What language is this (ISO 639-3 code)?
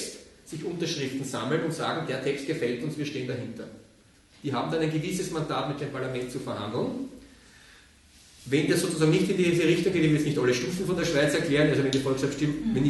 deu